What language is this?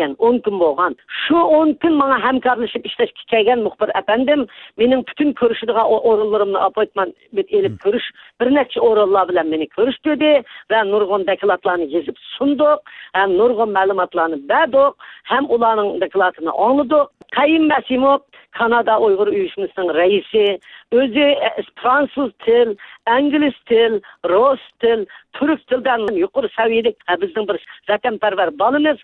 Uyghur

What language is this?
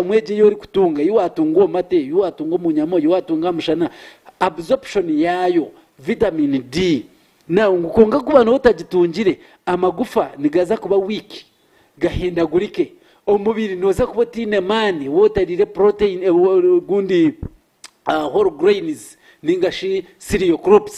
Nyankole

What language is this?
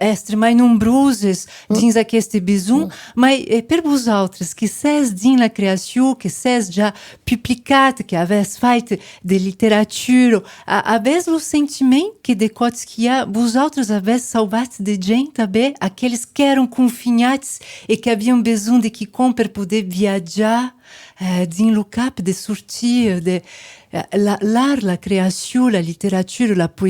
Occitan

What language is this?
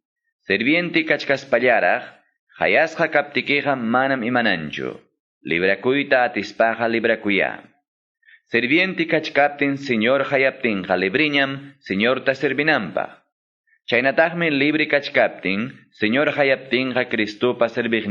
Quechua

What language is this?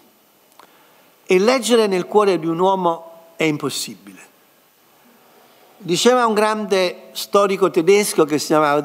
Italian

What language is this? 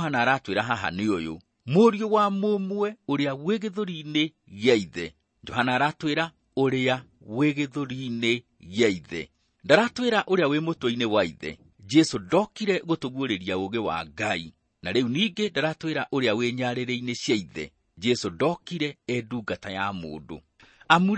Kikuyu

